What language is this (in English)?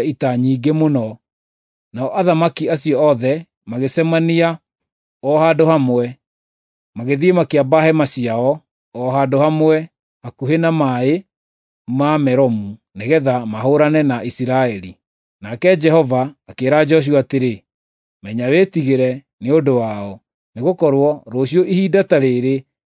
Kikuyu